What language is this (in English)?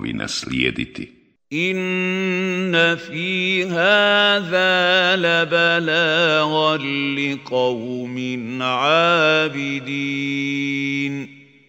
Bosnian